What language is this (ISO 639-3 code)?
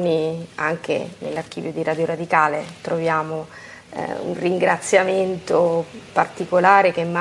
ita